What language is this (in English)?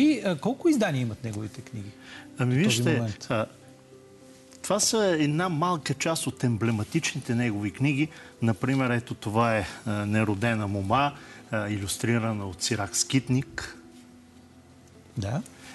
Bulgarian